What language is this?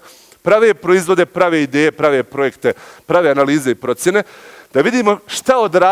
Bosnian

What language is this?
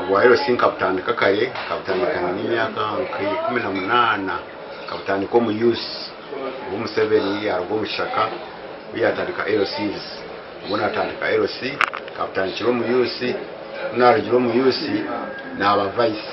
Nyankole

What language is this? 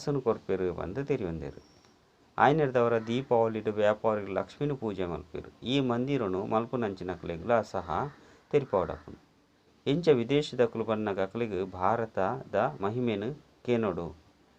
Tulu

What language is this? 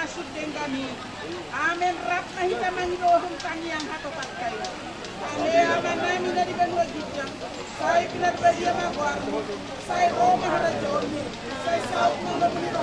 Batak Toba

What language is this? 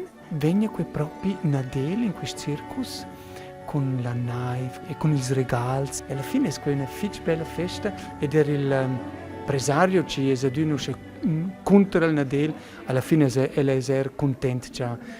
Romansh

